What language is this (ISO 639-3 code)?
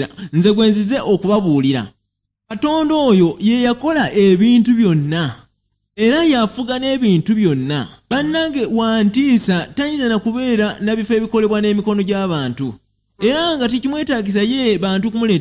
lug